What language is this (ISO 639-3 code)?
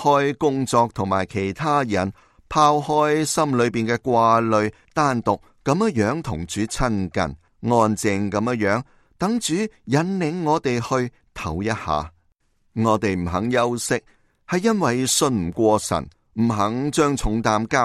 yue